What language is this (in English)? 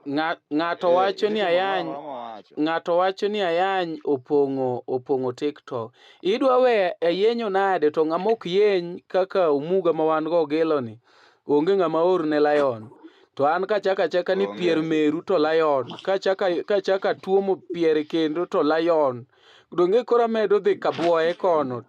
Luo (Kenya and Tanzania)